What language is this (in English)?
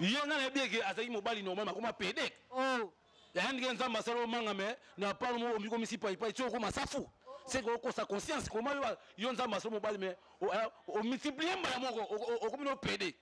Lingala